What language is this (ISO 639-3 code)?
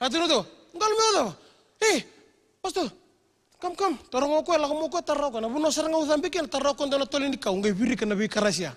fij